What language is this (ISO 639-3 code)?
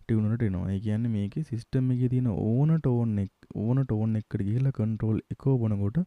sin